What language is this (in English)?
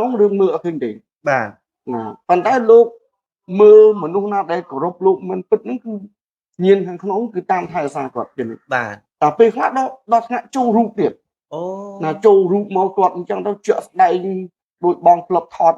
Khmer